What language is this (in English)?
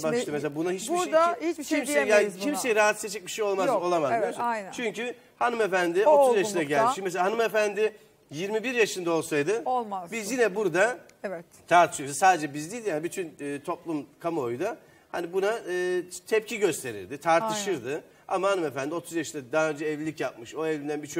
Turkish